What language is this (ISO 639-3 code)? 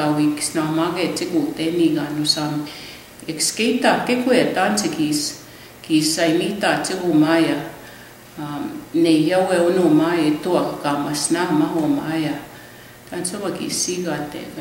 crk